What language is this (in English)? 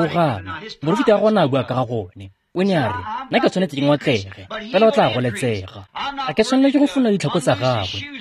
Tswana